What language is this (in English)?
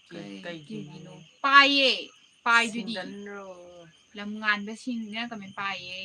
Manipuri